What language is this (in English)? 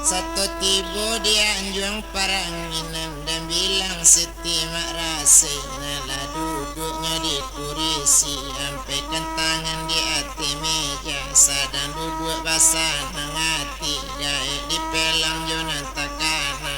Minangkabau